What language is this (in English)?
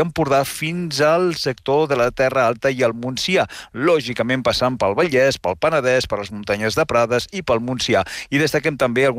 Catalan